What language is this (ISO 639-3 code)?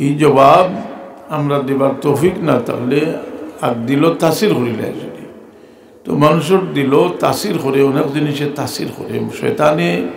syl